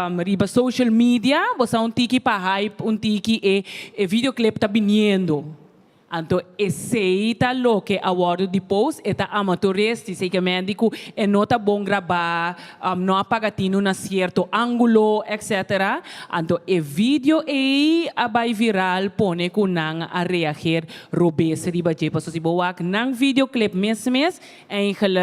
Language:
Papiamento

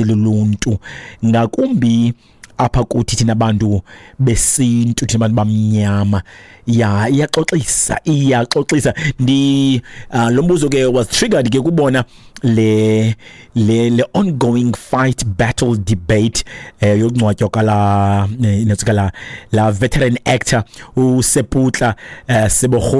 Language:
Xhosa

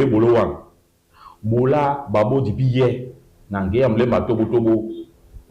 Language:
Duala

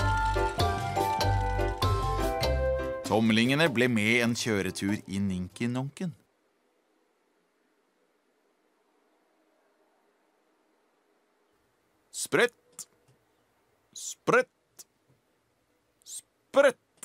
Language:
Norwegian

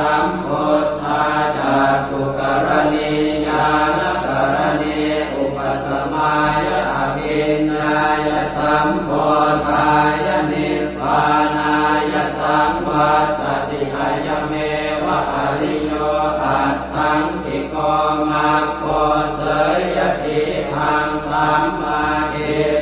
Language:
Pali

